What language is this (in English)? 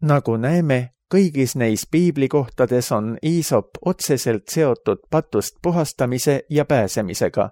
Estonian